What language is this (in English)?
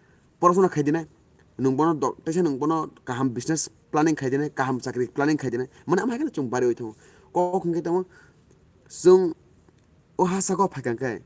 Kok Borok